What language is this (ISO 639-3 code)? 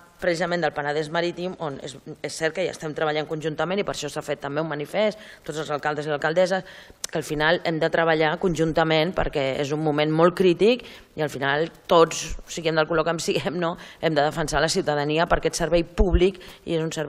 cat